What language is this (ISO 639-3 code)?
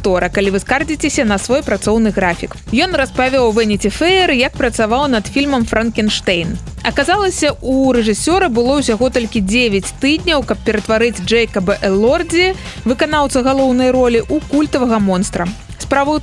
bel